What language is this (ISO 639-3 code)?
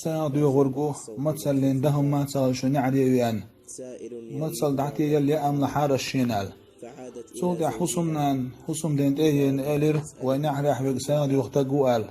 che